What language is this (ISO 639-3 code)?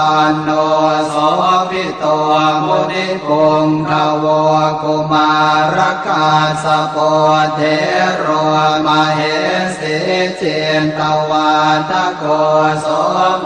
pli